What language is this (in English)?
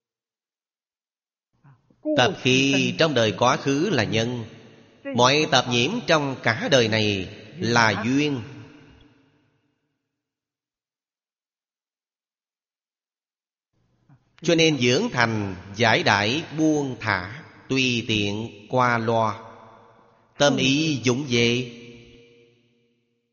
Vietnamese